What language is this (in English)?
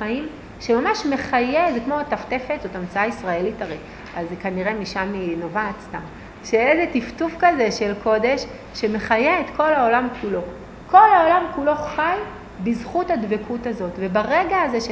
Hebrew